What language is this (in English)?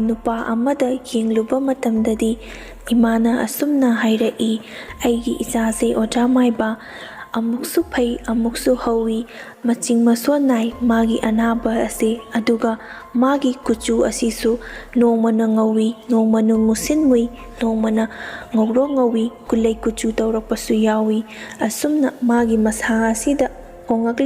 Manipuri